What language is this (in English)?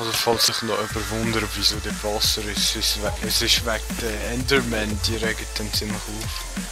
Swiss German